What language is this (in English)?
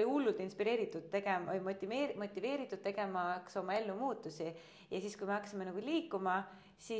Estonian